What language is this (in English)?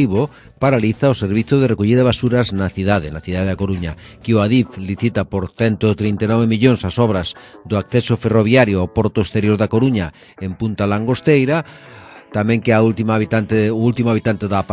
Galician